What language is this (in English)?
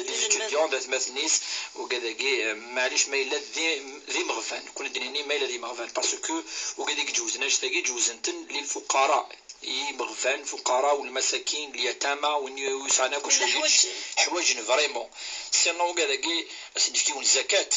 Kabyle